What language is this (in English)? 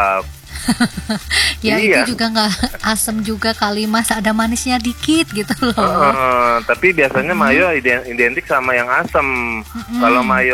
Indonesian